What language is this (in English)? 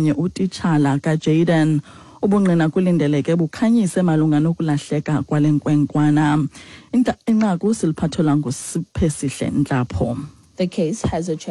Xhosa